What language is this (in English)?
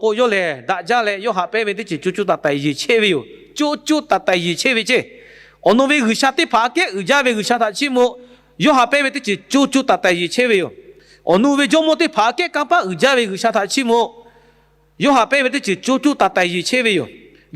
Lahu